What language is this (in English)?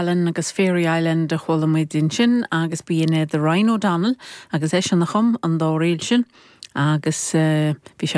Irish